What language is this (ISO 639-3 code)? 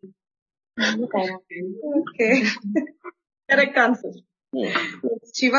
tel